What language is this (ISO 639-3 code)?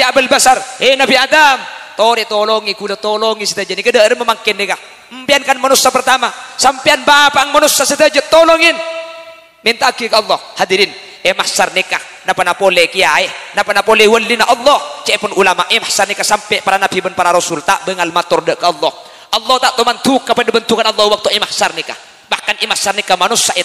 mad